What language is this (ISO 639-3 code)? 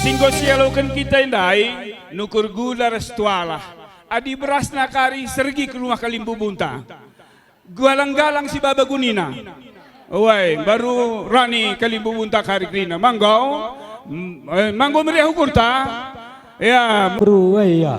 btx